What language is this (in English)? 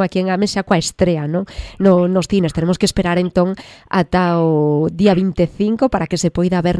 Galician